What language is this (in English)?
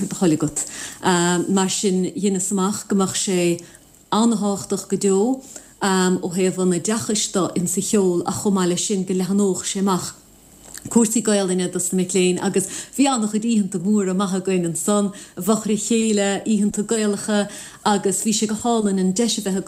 Irish